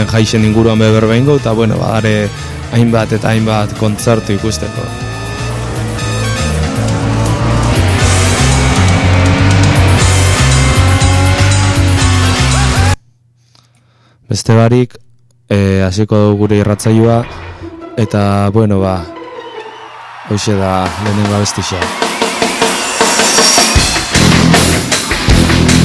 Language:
Basque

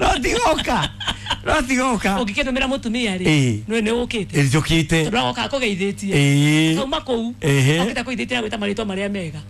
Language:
Kikuyu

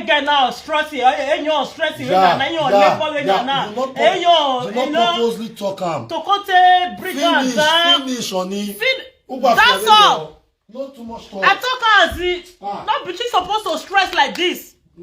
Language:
Nigerian Pidgin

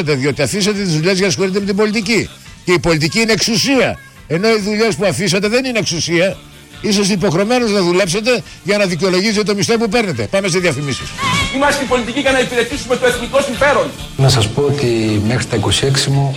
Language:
Greek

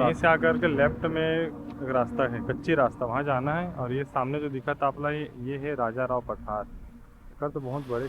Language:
Chhattisgarhi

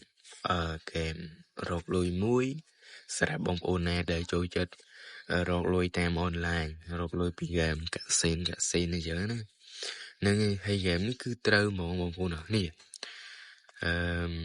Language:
Khmer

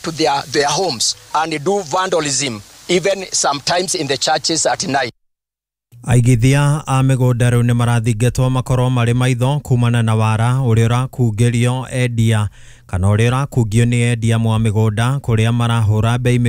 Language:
Kikuyu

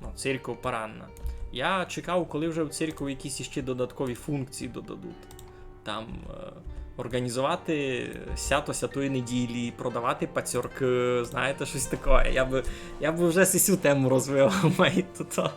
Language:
Rusyn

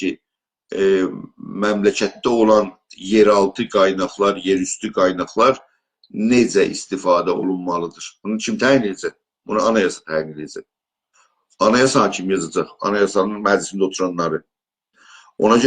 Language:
South Azerbaijani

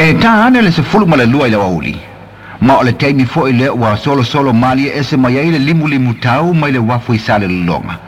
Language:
Samoan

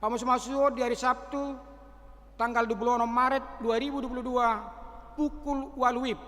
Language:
Batak Toba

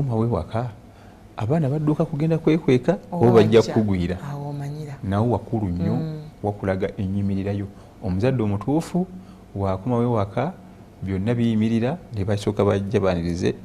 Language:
Ganda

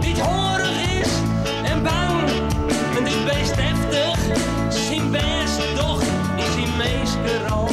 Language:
Western Frisian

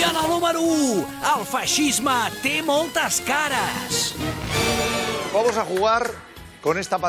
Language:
Catalan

